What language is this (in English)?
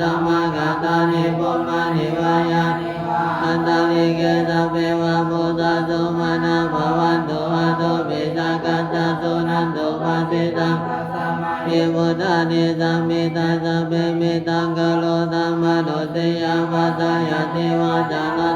Pali